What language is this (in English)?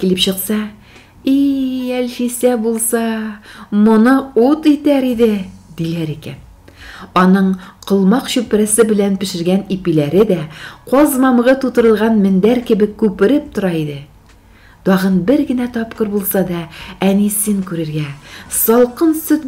Tatar